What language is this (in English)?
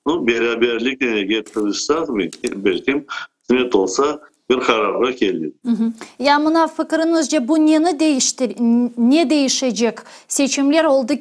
Crimean Tatar